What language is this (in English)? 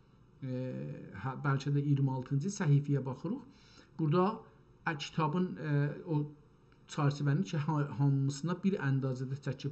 South Azerbaijani